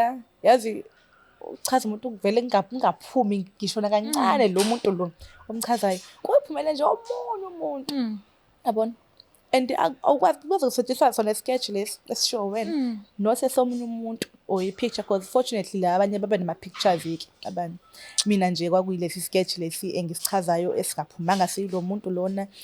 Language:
Zulu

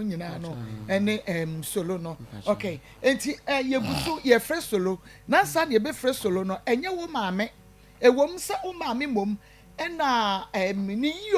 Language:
Akan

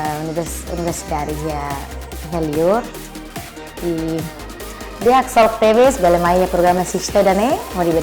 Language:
Tetum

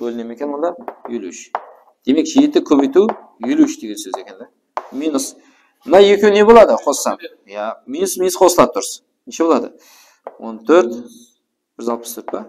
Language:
Kara-Kalpak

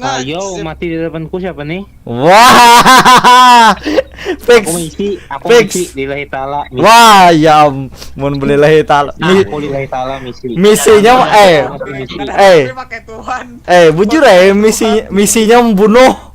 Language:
Banjar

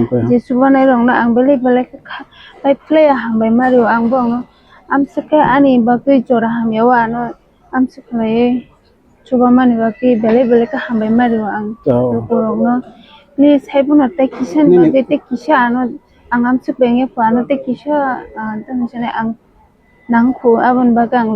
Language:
Kok Borok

